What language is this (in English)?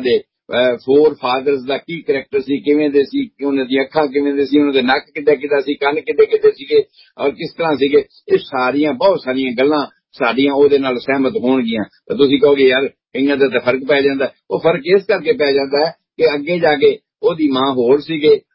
Punjabi